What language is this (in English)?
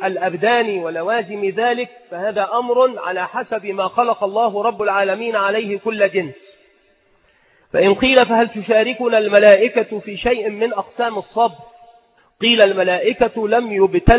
Arabic